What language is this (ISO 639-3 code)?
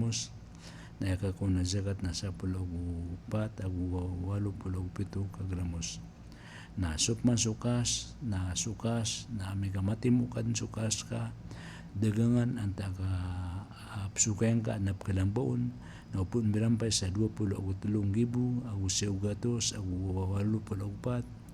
mrw